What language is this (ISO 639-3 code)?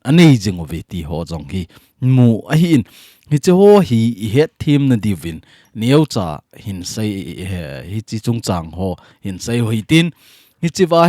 tcz